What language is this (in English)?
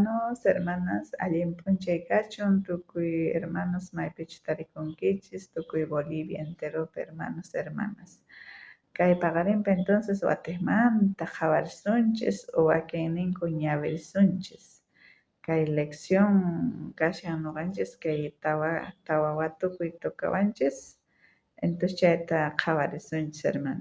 South Bolivian Quechua